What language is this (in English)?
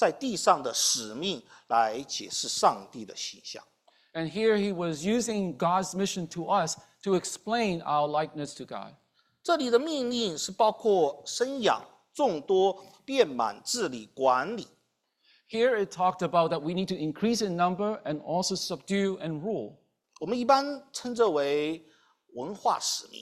Chinese